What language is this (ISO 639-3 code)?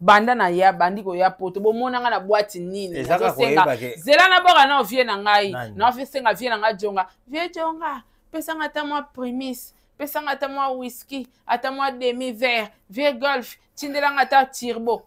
lin